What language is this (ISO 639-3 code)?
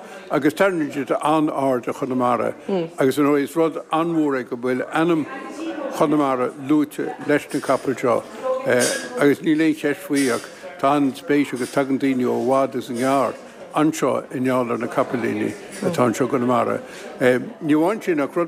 gle